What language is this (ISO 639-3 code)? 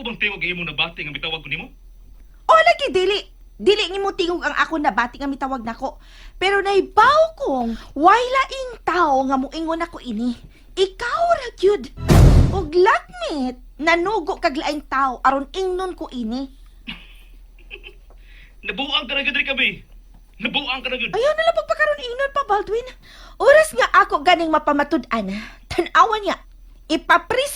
ceb